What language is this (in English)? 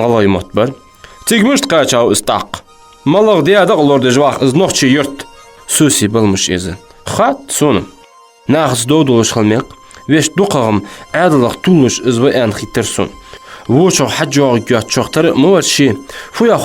Ingush